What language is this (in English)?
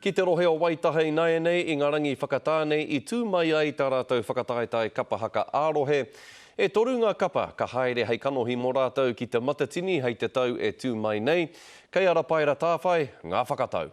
Māori